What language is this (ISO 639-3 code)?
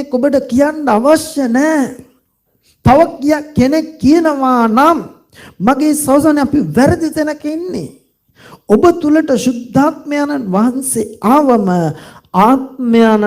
sin